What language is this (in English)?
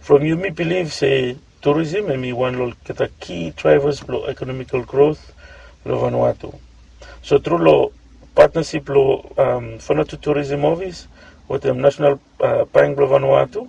Bislama